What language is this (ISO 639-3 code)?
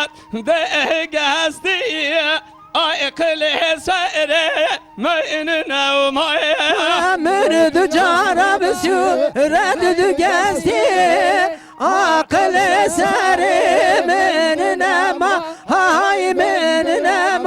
kur